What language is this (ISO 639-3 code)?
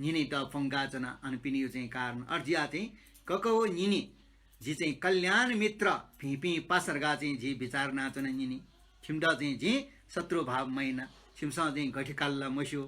new